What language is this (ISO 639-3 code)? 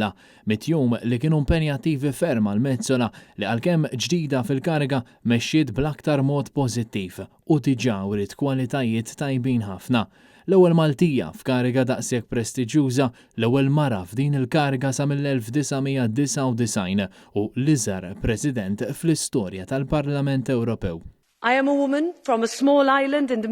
mlt